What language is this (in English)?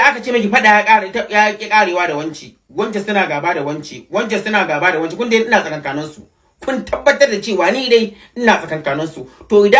Hausa